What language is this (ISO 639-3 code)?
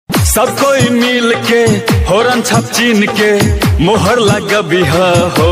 mai